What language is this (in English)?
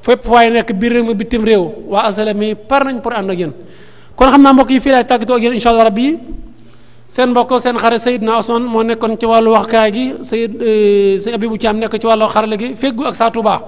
Wolof